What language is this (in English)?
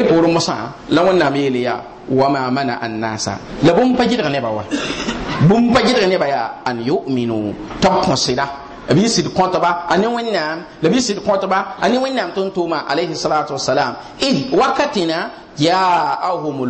Mossi